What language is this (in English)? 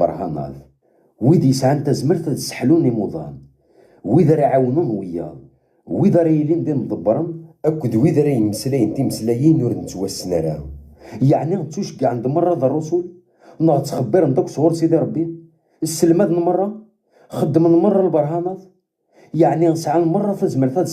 Kabyle